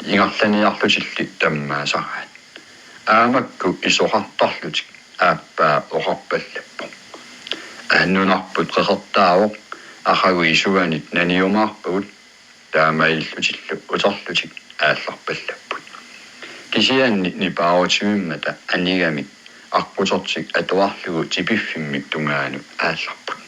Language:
Kalaallisut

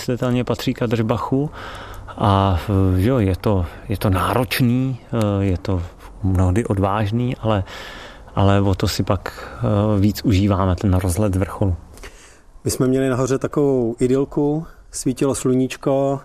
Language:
Czech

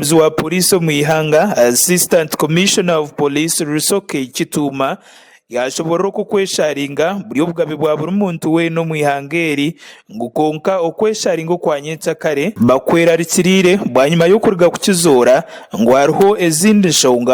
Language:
Nyankole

